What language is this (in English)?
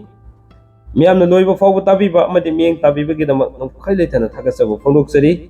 Manipuri